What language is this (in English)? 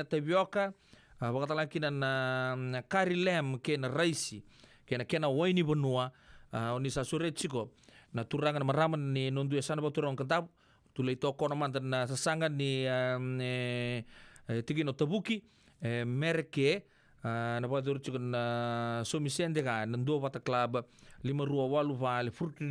Fijian